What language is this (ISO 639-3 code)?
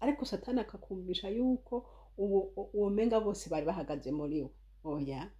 run